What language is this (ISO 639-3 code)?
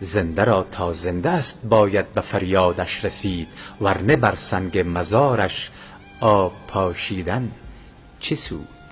tgk